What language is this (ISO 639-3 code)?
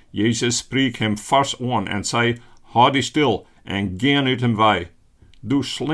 fry